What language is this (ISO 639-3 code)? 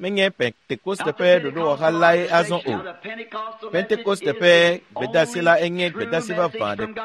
ewe